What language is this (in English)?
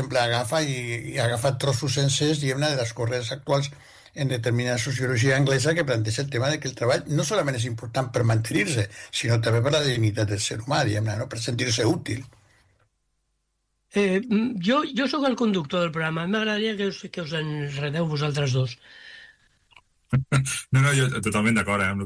Catalan